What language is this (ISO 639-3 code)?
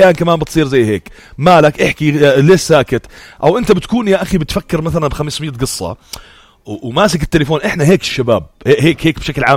apc